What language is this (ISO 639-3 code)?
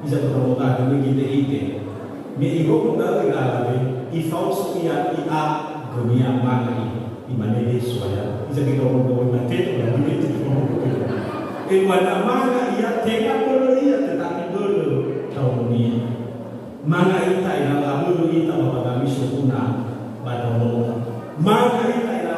nia